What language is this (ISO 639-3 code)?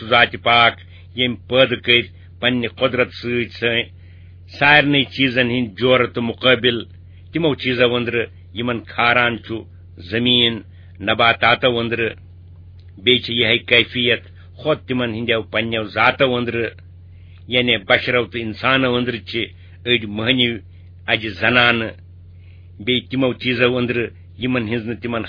kas